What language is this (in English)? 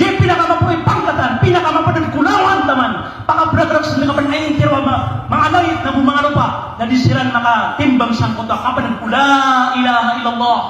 Maranao